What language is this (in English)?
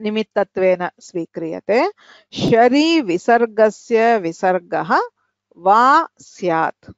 Sanskrit